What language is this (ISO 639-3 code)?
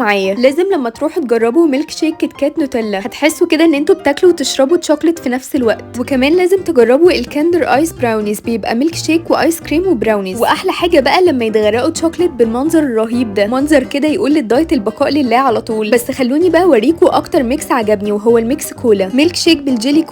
arz